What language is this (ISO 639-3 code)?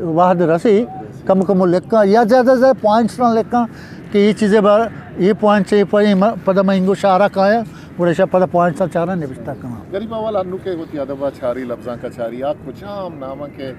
bgp